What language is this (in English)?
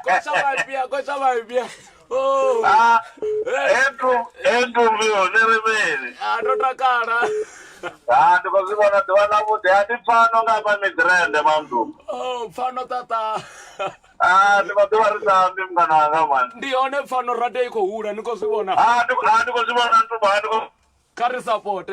Venda